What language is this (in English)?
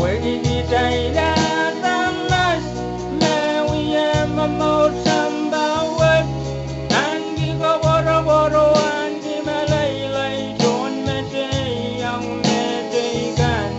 Pohnpeian